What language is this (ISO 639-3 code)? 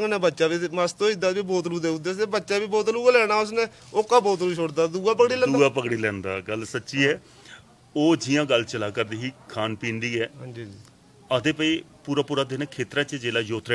doi